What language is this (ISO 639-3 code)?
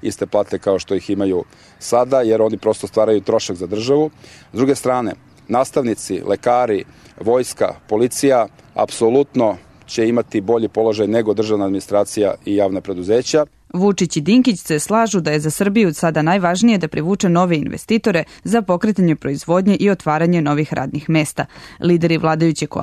srp